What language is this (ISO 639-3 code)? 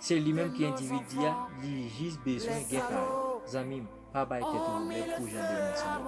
hat